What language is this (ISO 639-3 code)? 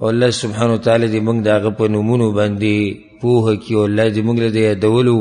pus